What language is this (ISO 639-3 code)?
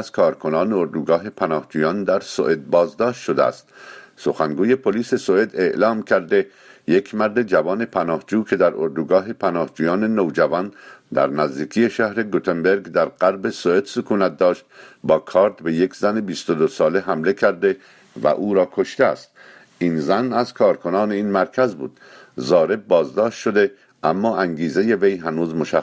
fas